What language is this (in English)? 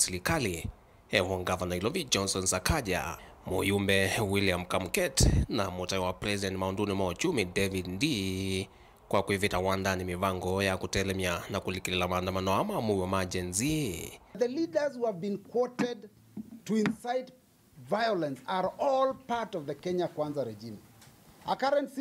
Kamba